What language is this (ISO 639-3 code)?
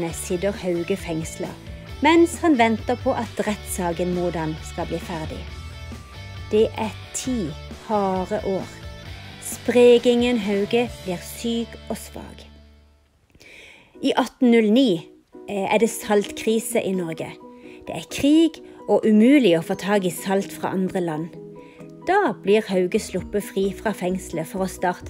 nor